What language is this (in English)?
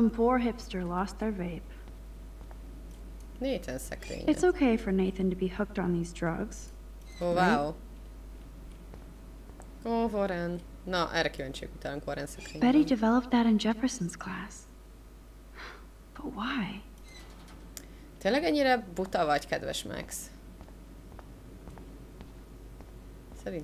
Hungarian